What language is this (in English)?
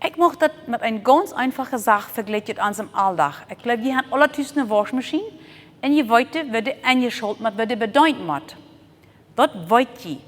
Plautdietsch